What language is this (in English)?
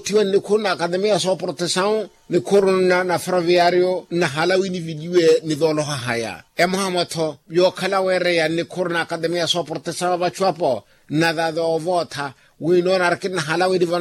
Makhuwa